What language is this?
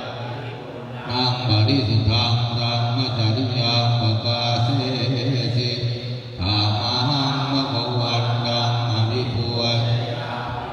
Pali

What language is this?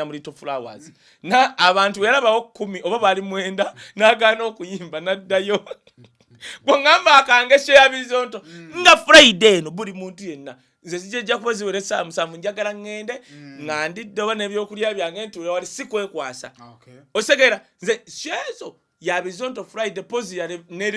Ganda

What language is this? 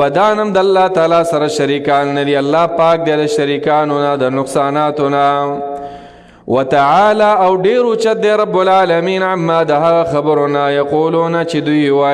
Pashto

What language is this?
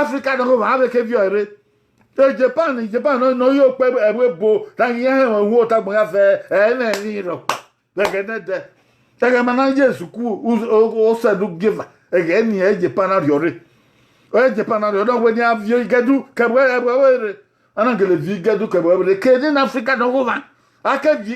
Bini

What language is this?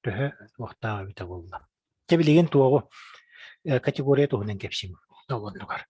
Yakut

